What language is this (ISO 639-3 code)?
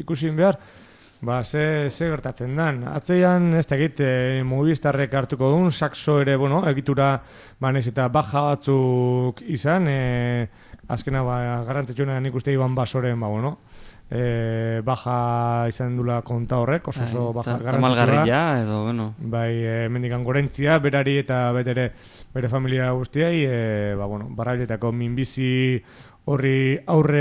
eus